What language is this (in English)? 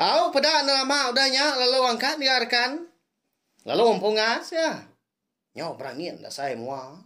Iban